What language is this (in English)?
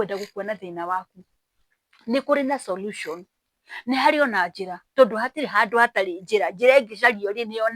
Kikuyu